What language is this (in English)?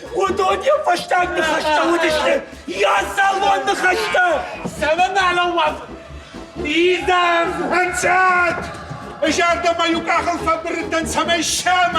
Ossetic